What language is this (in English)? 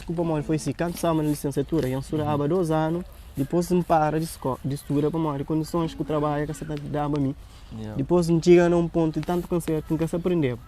Kabuverdianu